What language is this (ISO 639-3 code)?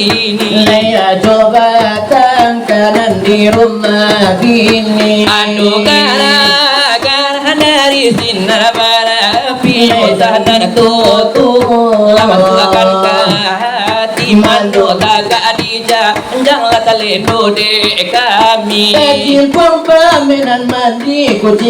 min